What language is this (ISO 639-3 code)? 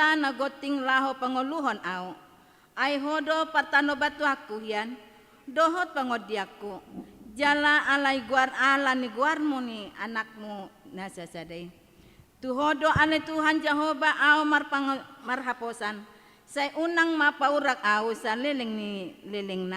bbc